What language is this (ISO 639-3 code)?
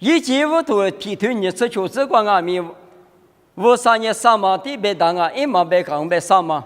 lis